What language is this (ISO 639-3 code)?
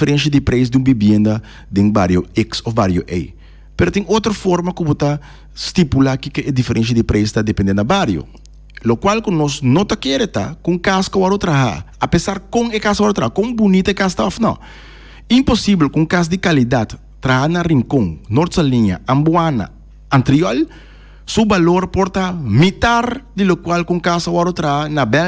pap